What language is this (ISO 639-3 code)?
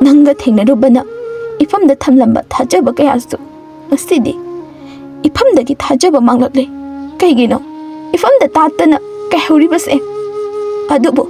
mni